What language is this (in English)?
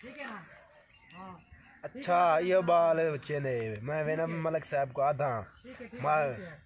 Saraiki